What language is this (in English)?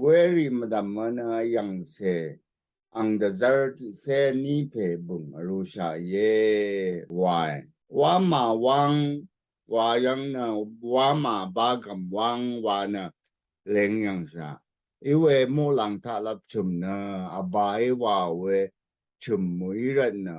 Rawang